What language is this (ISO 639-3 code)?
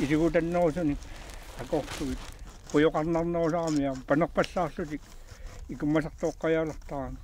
kal